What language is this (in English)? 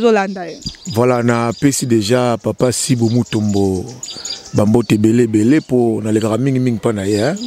Lingala